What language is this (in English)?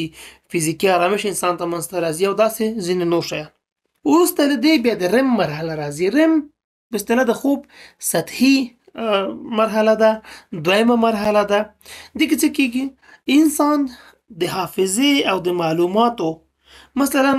Pashto